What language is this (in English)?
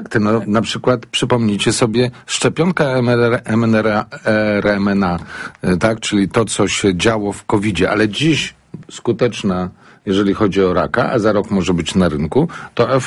Polish